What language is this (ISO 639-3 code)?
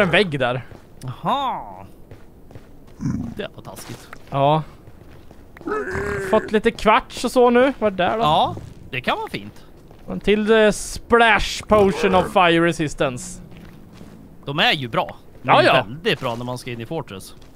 swe